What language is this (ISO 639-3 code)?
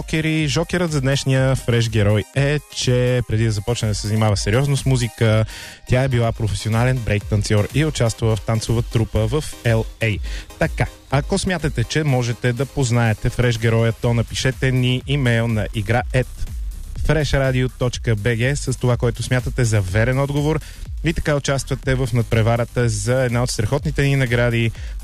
bul